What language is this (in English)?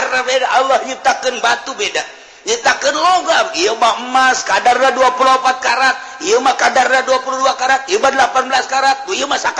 Sundanese